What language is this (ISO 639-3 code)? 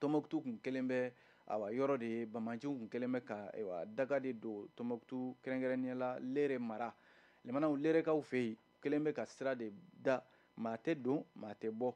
bam